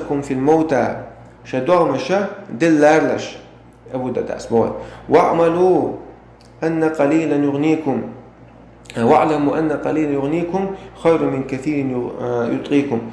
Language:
Chechen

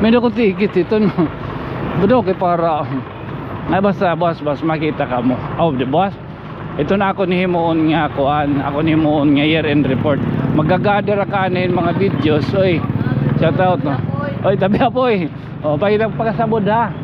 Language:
Waray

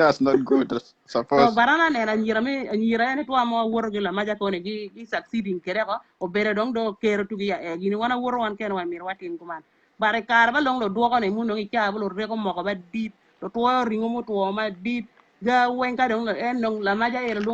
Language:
Acoli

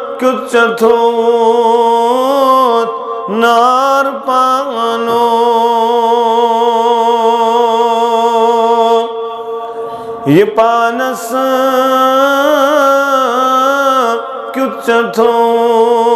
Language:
Kashmiri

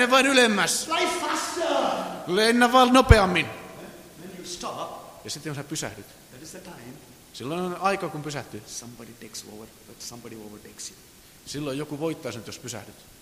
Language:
Finnish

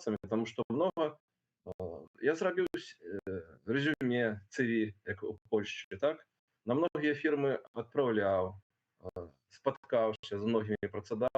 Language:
Belarusian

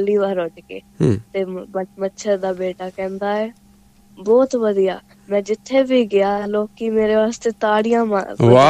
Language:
Punjabi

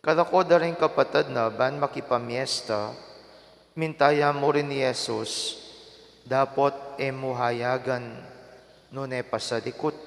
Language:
Pampanga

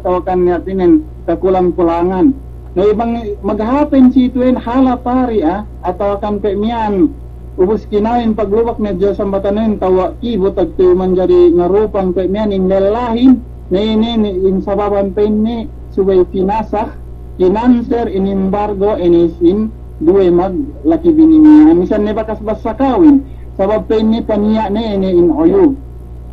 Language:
Yakan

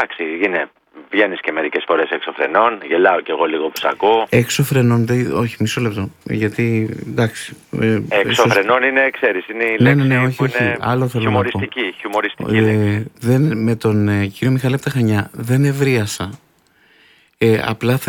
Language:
Greek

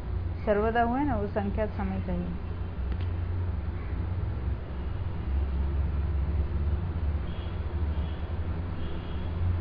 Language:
Hindi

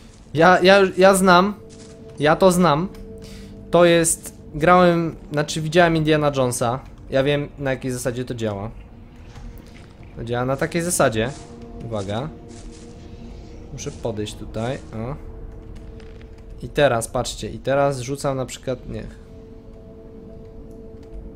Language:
Polish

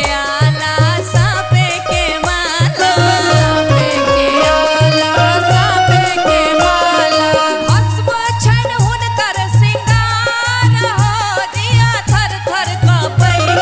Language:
Maithili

